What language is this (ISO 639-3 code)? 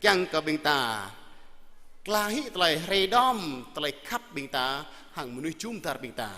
jra